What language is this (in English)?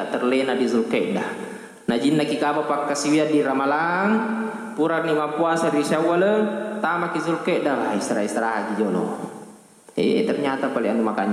Buginese